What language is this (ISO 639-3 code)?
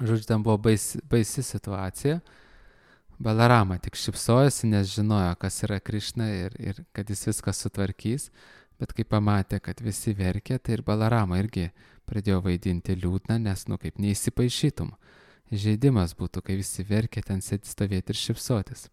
lit